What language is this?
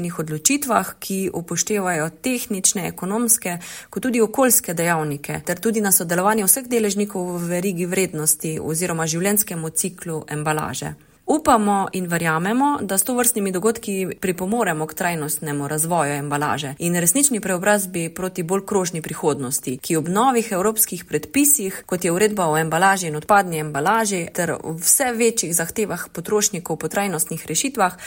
Slovenian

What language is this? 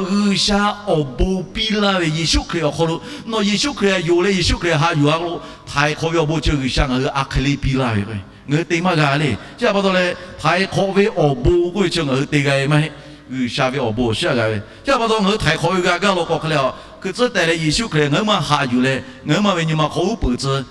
Lahu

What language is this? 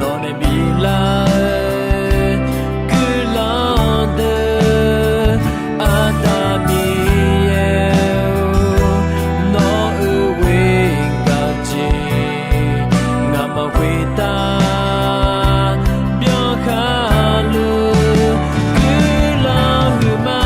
Akha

